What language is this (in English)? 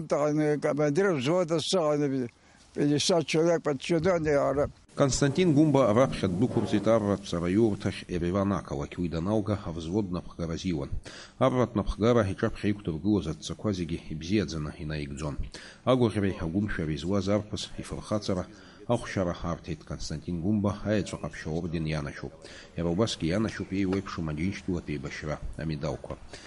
Abkhazian